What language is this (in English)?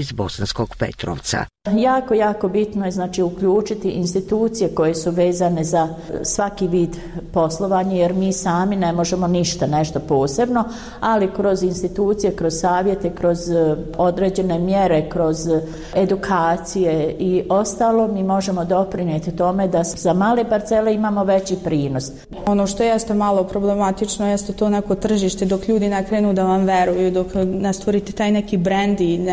Bosnian